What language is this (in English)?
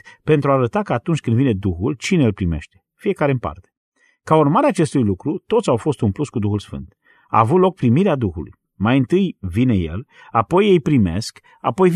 Romanian